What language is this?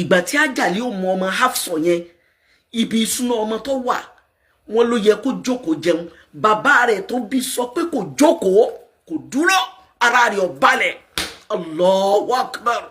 Yoruba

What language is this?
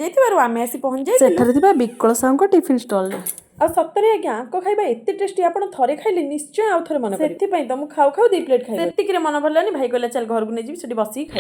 Odia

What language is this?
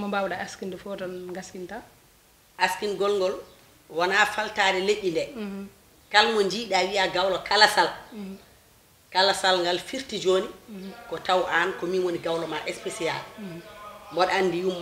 Fula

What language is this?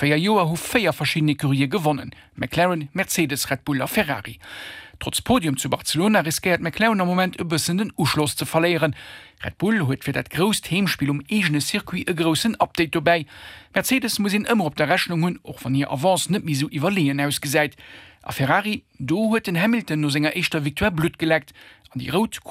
Luxembourgish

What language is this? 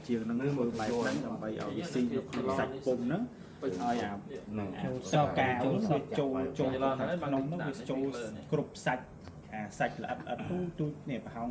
Khmer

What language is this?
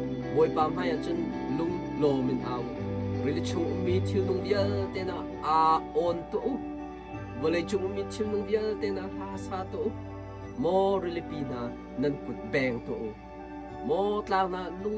Hakha Chin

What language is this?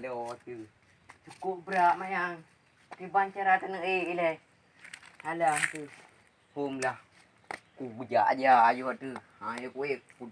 Achinese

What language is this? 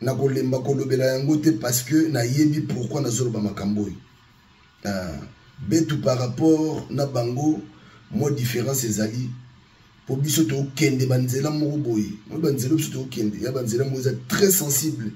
Lingala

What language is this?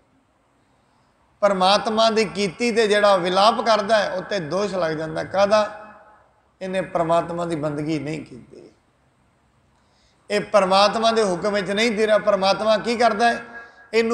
Punjabi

